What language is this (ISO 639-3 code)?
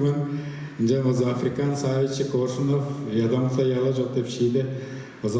tyv